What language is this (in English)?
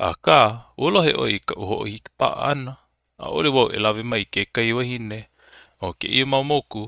Hawaiian